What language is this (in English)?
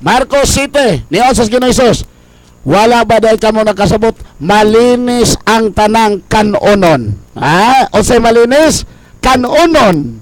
Cebuano